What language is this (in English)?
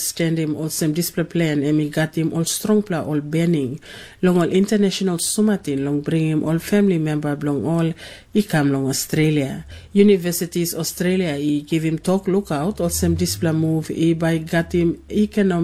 Tok Pisin